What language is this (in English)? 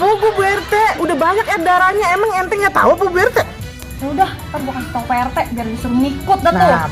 Betawi